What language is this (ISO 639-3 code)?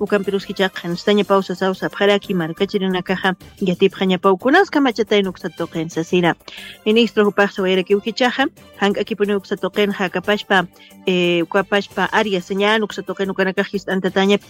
aym